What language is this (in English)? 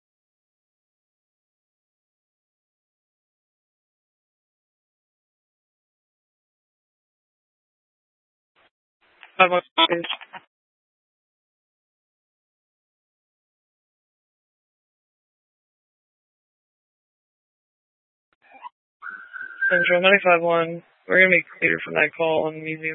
English